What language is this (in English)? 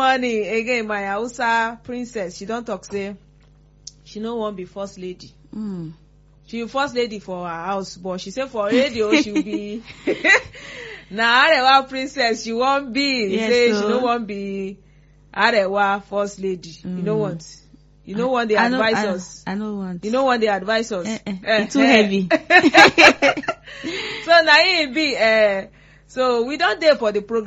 Nigerian Pidgin